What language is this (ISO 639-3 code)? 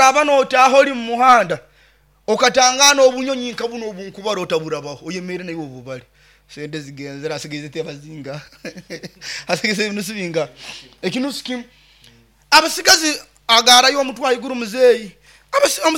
nyo